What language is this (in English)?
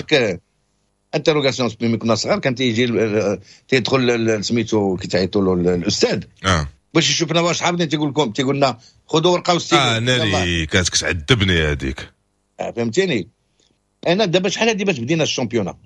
Moroccan Arabic